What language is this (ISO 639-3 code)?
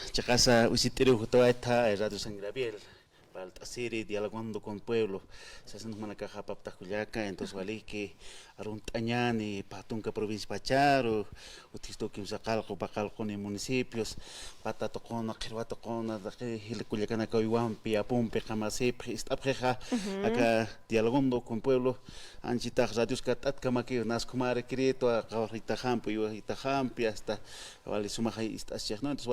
aym